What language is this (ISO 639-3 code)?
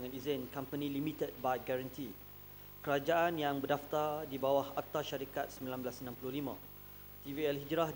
msa